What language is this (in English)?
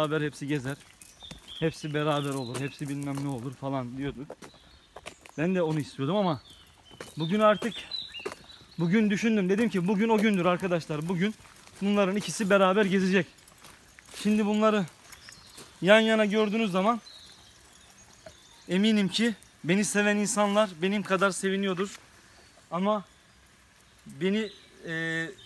Turkish